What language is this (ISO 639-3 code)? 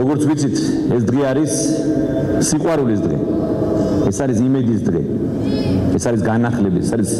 kat